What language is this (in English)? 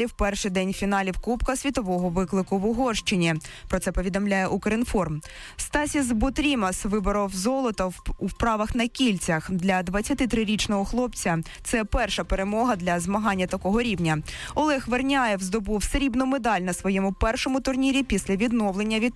Ukrainian